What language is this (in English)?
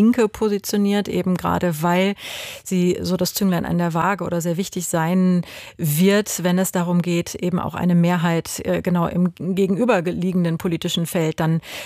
German